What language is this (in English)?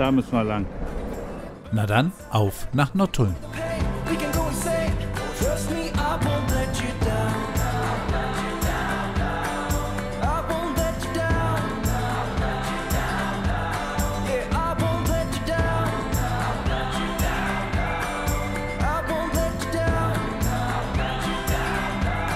German